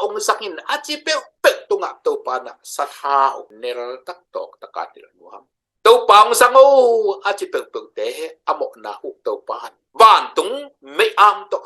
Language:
Tedim Chin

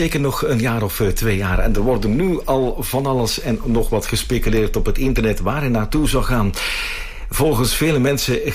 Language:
Dutch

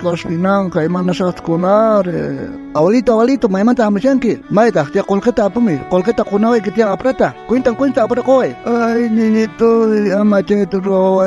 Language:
South Bolivian Quechua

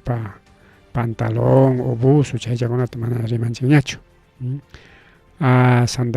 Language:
Ayacucho Quechua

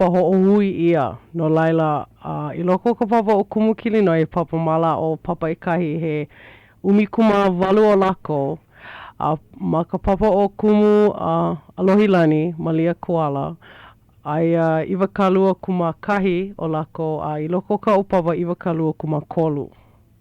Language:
Hawaiian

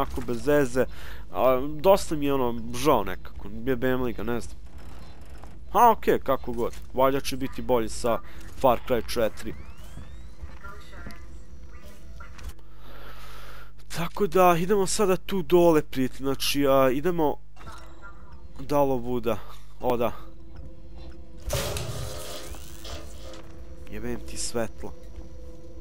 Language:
Serbian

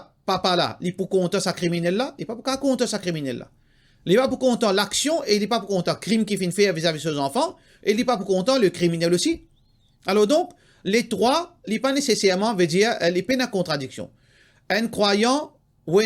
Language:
Morisyen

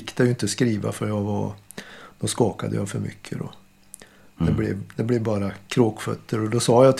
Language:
Swedish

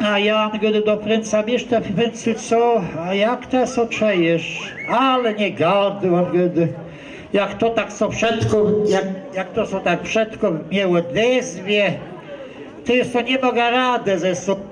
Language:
Kashubian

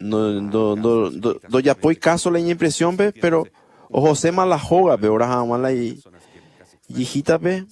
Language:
Guarani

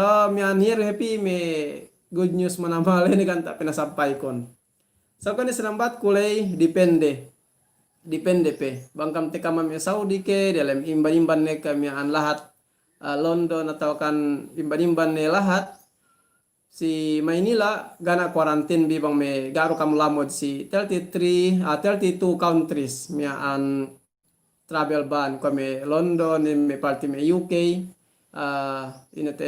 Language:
Yakan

